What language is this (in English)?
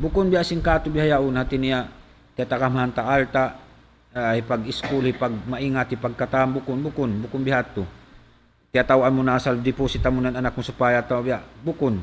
Tausug